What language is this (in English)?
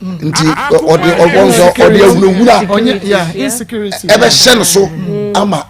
Akan